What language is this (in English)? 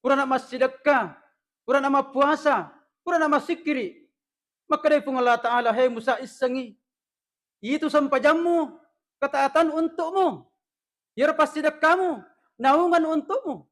Buginese